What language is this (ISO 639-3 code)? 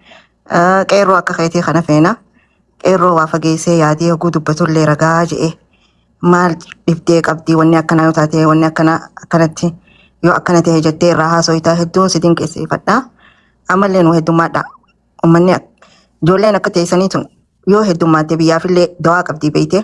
orm